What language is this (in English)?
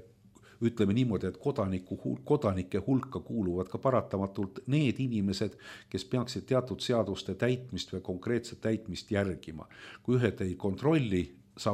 Estonian